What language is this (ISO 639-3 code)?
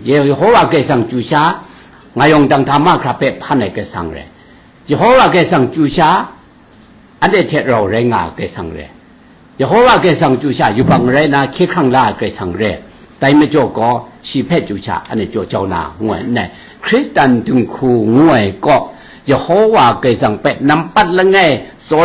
kac